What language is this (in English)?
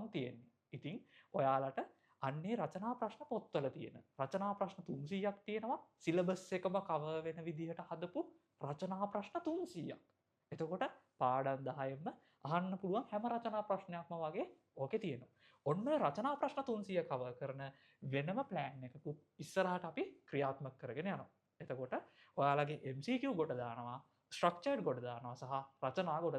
Sinhala